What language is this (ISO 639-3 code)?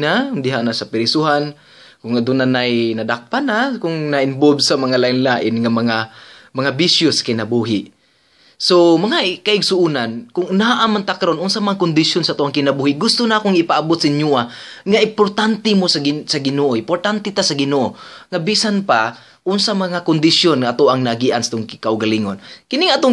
ceb